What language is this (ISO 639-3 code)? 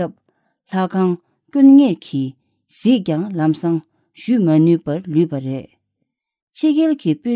bod